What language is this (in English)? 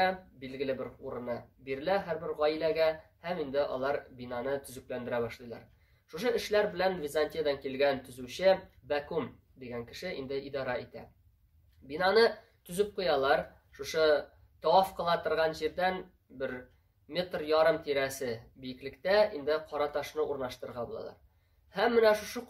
Tatar